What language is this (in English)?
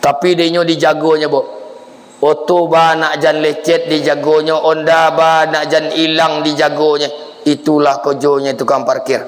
Minangkabau